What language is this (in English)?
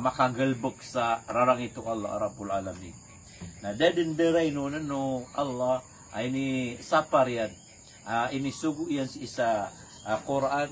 Maranao